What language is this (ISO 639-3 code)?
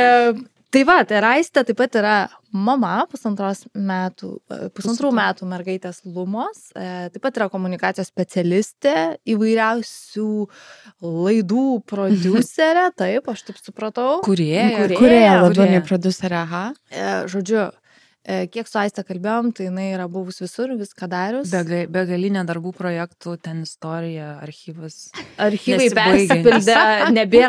lit